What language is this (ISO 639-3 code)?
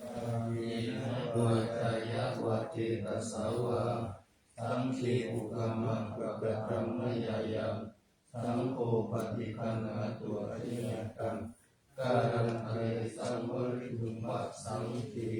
pli